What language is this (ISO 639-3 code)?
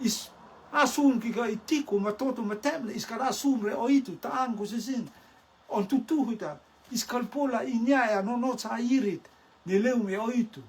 rtm